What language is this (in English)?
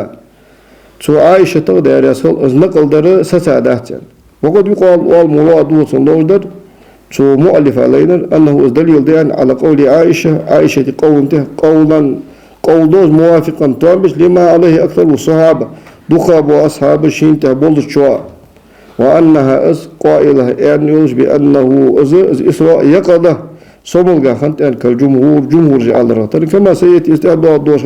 Ingush